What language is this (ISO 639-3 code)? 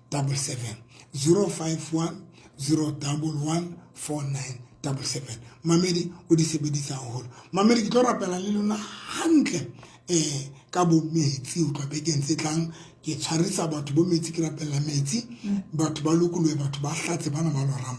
sot